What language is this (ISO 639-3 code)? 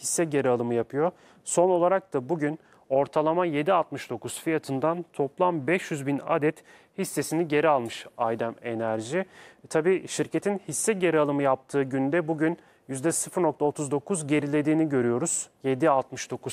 tur